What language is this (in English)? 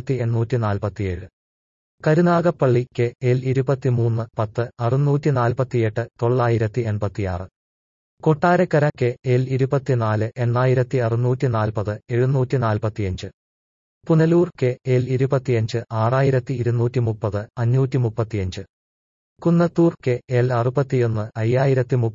Malayalam